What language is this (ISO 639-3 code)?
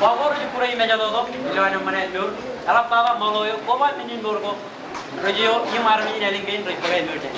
mah